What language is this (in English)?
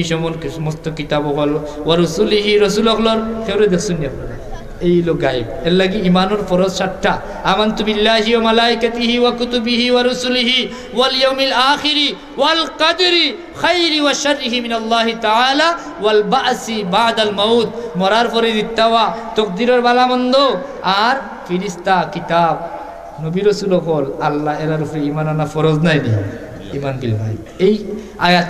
Sylheti